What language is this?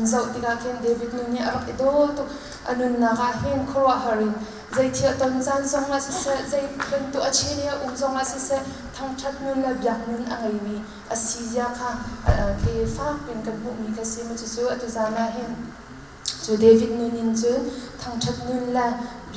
Hakha Chin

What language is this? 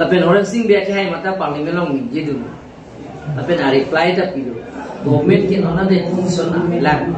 Karbi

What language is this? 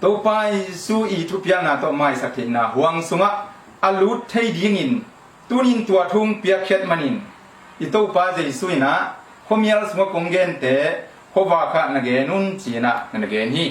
Tedim Chin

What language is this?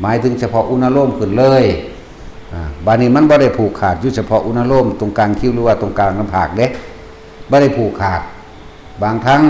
Northeastern Thai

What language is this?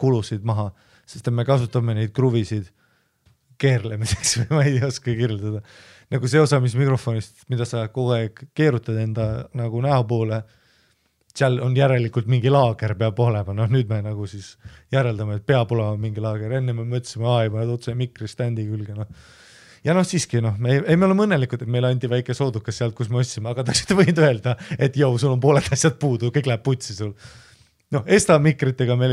Estonian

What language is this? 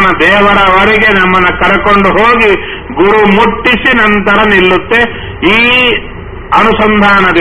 Kannada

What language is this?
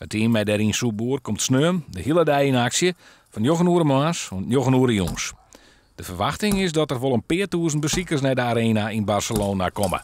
Western Frisian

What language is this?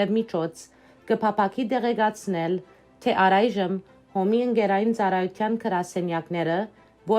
Western Armenian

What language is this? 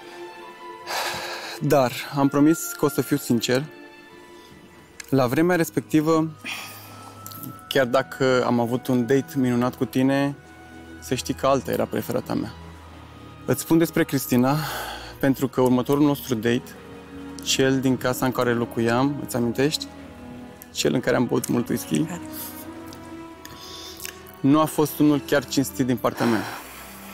Romanian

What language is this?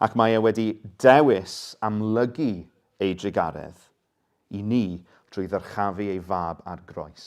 Welsh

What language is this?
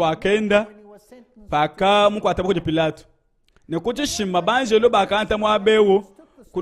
Luba-Lulua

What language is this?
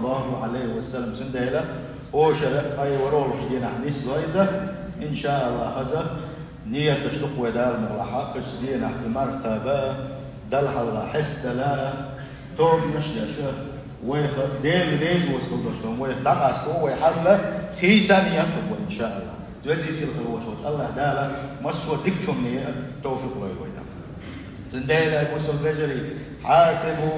Chechen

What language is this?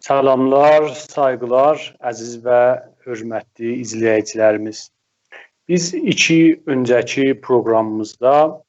South Azerbaijani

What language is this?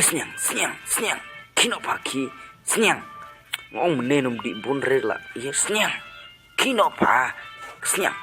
Khasi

